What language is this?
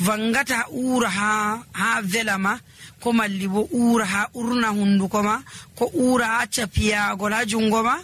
Nigerian Fulfulde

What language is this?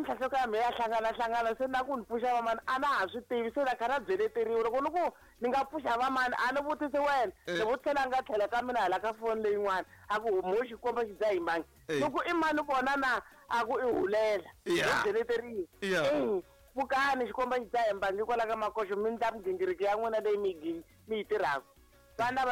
Tsonga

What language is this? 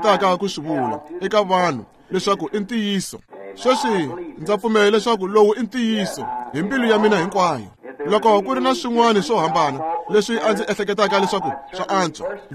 Tsonga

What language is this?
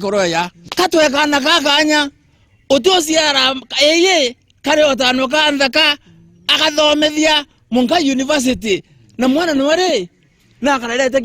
Meru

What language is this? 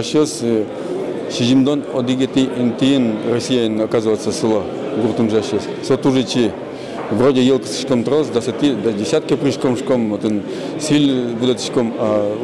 Udmurt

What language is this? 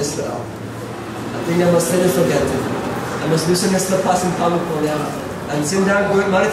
Tok Pisin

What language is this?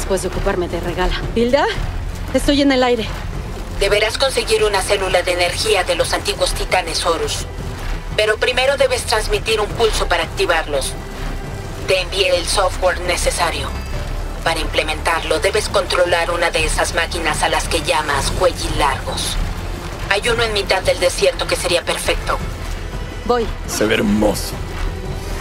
Spanish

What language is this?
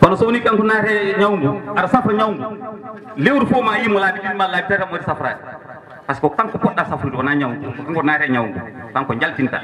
Fula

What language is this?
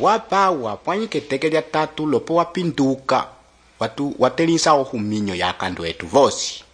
Umbundu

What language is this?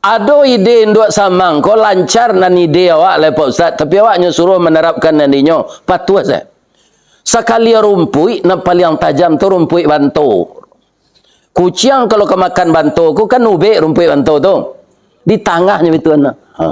Minangkabau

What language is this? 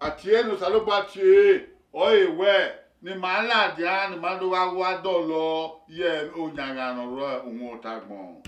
Bini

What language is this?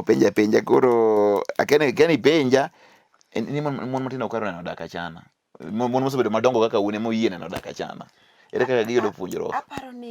Luo (Kenya and Tanzania)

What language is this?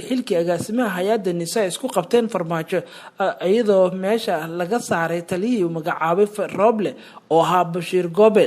Somali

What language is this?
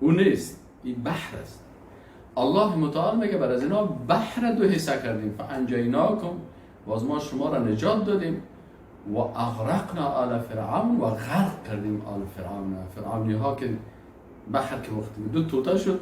Persian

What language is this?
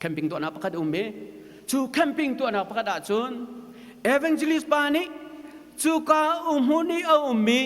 Hakha Chin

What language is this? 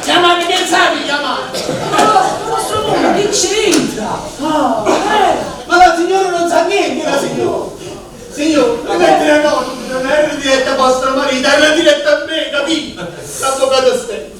Neapolitan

